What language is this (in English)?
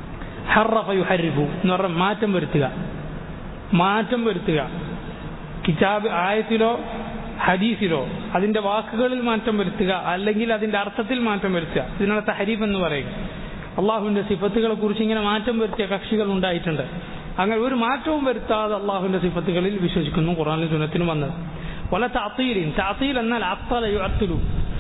Malayalam